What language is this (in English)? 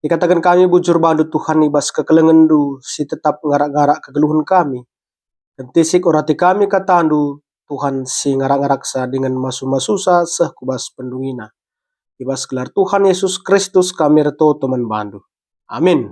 Batak Karo